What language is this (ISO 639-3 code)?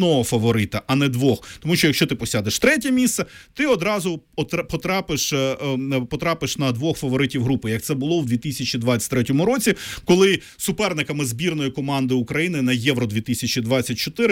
ukr